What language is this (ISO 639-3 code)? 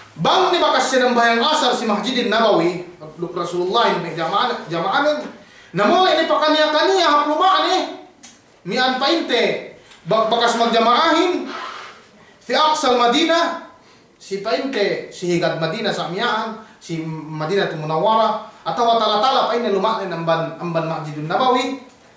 yka